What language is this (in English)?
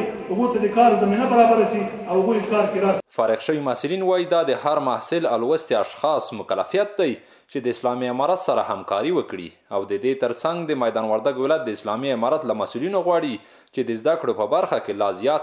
Pashto